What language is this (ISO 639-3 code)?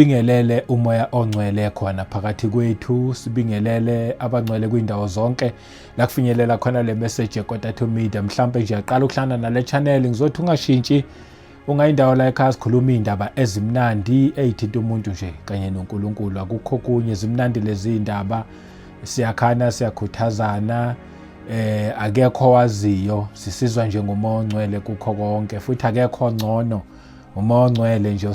zul